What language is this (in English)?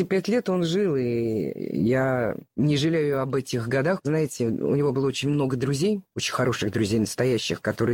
Russian